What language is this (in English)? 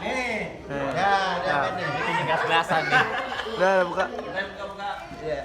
Betawi